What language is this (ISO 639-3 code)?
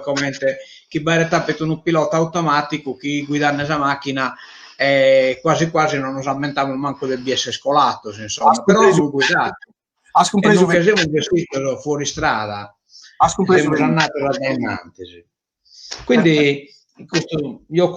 srd